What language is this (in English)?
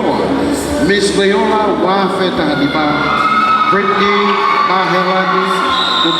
Tongan